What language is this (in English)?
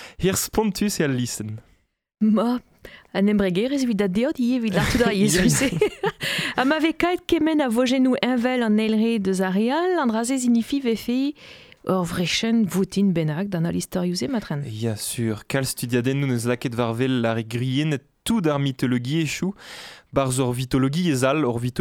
Breton